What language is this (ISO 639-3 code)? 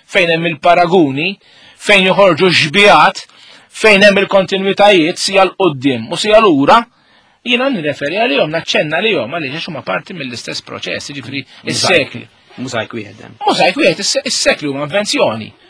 mlt